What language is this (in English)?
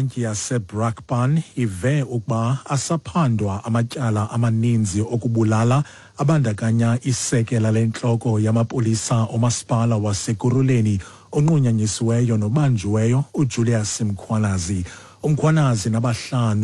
Xhosa